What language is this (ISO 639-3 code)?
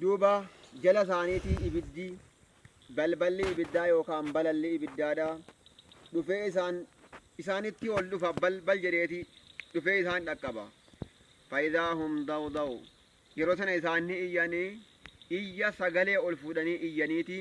orm